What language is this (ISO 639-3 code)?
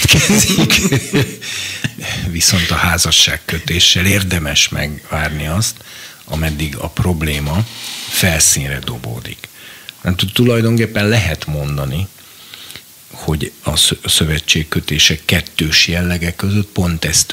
hun